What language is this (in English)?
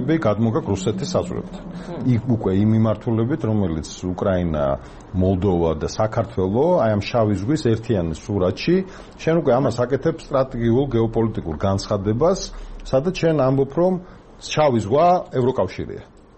Georgian